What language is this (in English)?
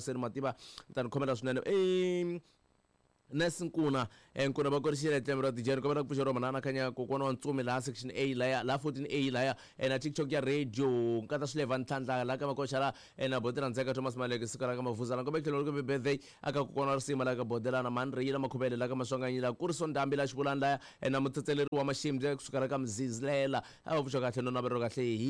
Tsonga